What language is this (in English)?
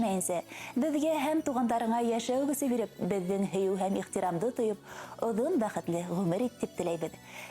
Bashkir